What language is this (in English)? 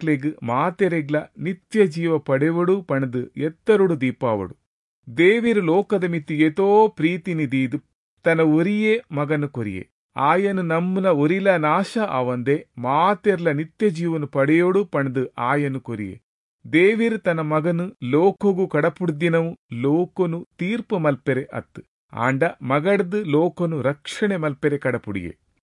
Tulu